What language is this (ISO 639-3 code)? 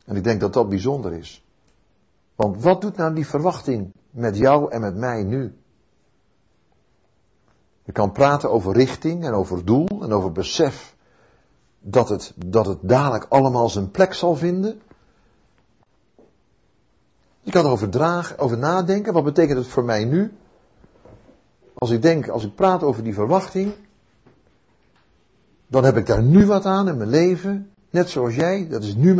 nld